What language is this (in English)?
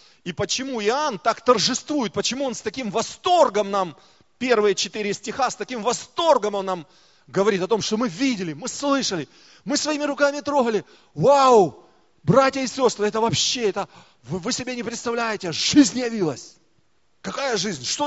Russian